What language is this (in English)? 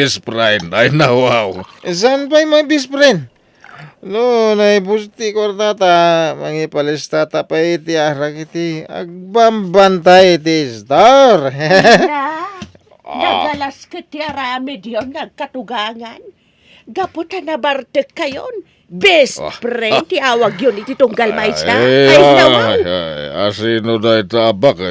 Iloko